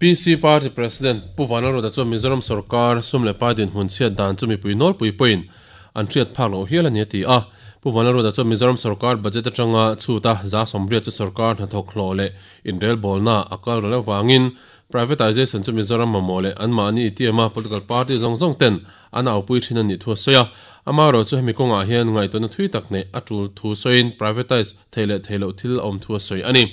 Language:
Mizo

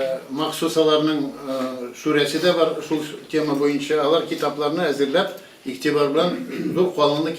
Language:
Tatar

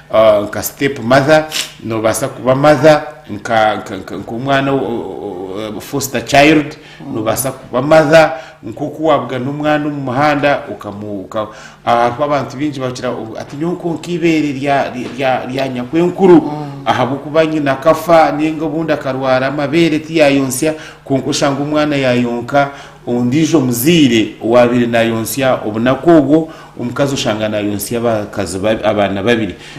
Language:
Nyankole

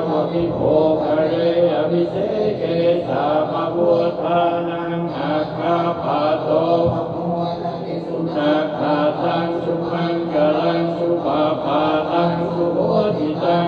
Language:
Pali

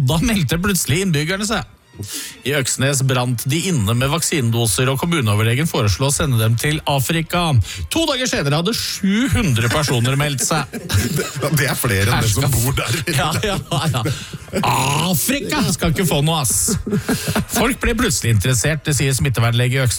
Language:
Norwegian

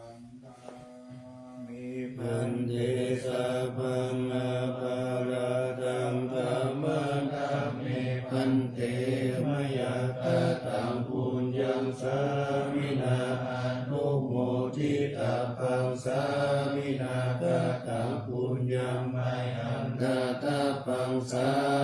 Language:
Pali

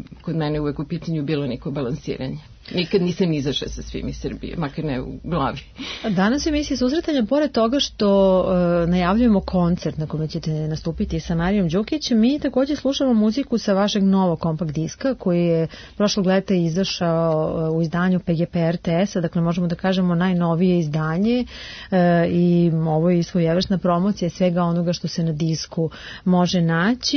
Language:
Serbian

